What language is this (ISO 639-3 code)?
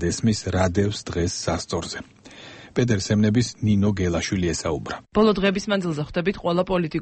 kat